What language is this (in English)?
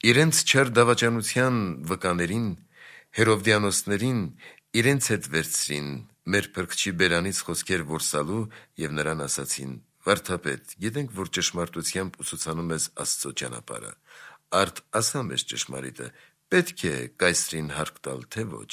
Armenian